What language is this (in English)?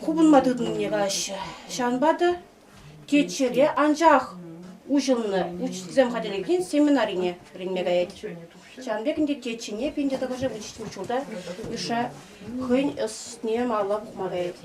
Chuvash